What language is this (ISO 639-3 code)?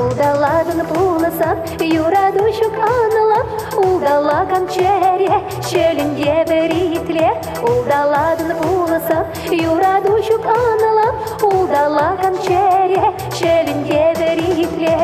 chv